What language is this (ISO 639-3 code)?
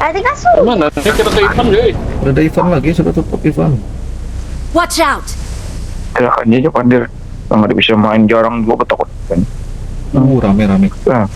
bjn